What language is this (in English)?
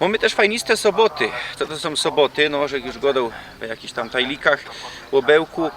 Silesian